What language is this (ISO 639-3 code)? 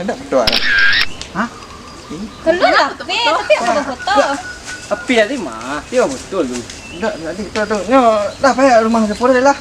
min